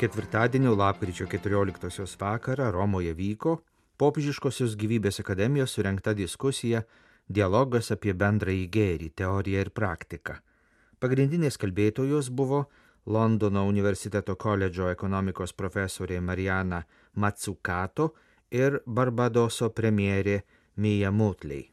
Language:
Lithuanian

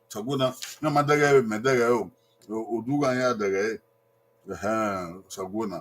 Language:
Bini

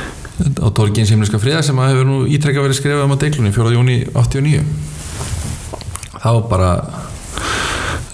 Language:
Icelandic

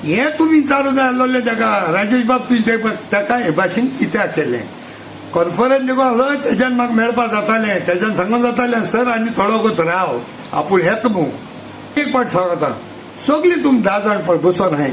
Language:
Konkani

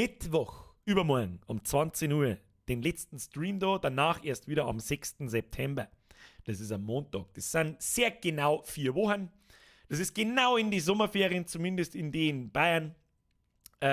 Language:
Bavarian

